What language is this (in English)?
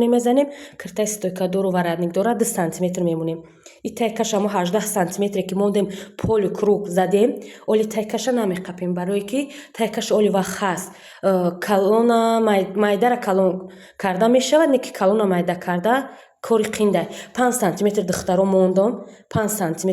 Tajik